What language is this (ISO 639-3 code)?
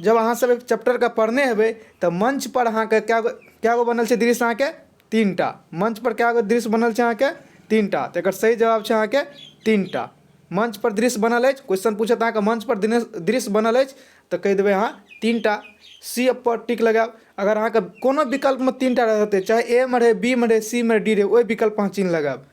mai